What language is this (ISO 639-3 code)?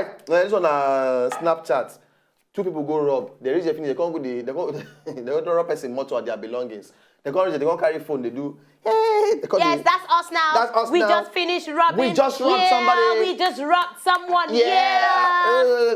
pcm